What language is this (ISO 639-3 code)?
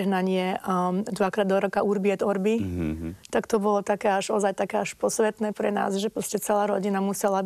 slk